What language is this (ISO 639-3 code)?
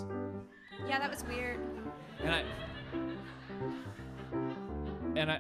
eng